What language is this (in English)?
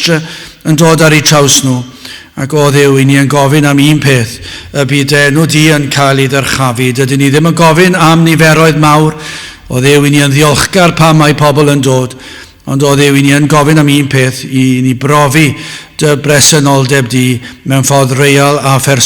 Welsh